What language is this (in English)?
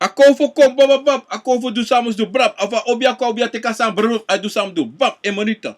Sranan Tongo